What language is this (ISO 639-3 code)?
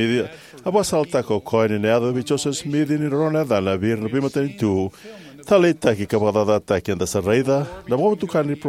fij